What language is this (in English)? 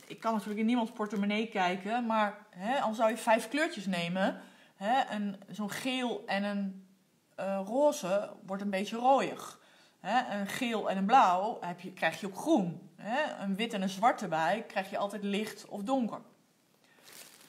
Dutch